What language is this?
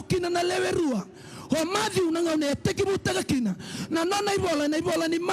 Fijian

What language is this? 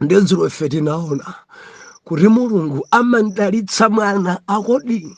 Nyanja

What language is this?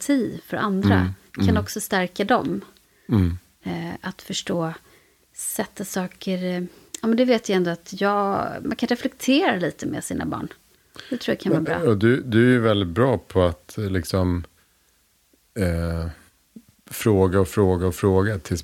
Swedish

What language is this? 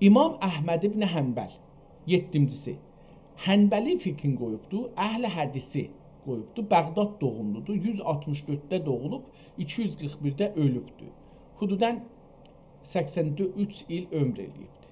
South Azerbaijani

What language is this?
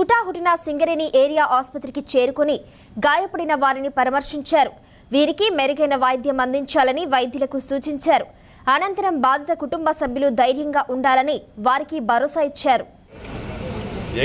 Telugu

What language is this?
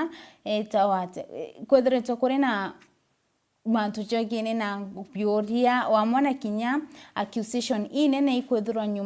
Meru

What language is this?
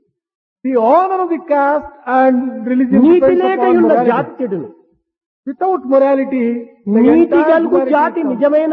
Telugu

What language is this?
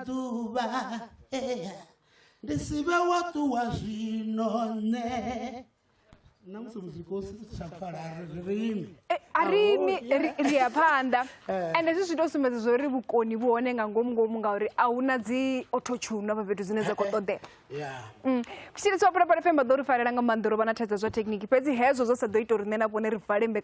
Venda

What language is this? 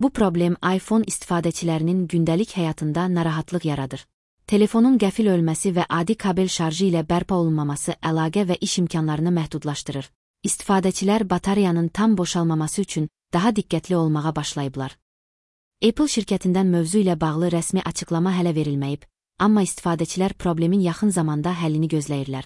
Azerbaijani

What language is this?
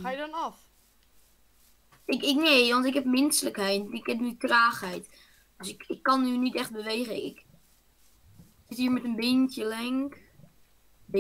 Dutch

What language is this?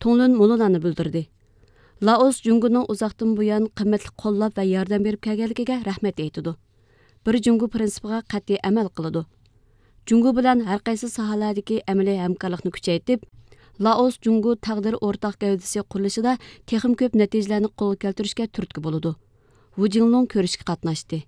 Uyghur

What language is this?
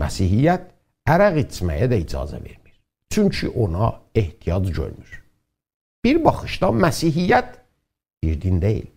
South Azerbaijani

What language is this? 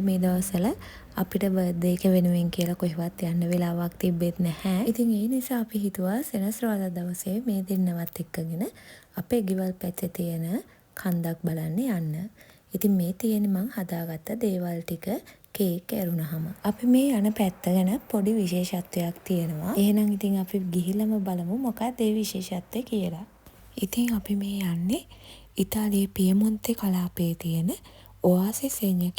Sinhala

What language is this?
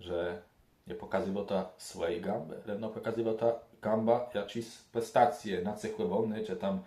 Kashubian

